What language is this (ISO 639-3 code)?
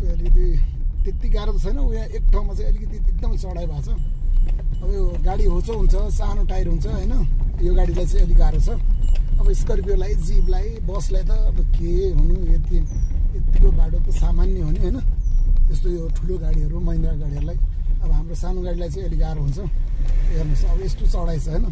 nep